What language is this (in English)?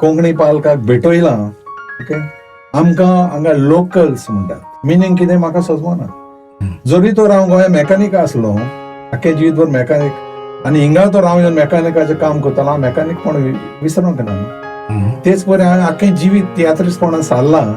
Konkani